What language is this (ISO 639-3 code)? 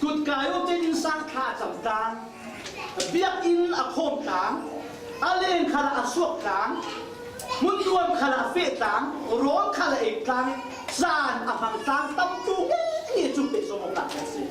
cfm